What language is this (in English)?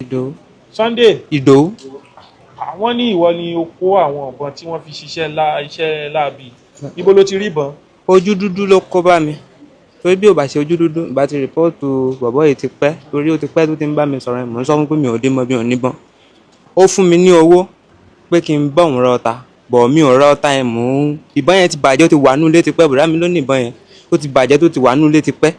Yoruba